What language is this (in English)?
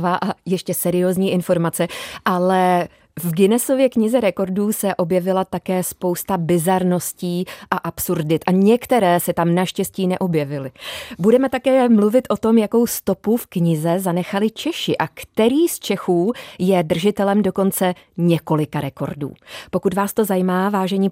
Czech